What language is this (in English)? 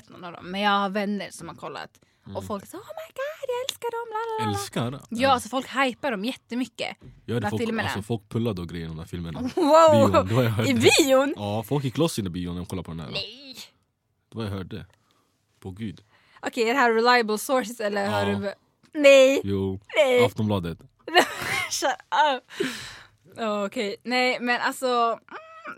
Swedish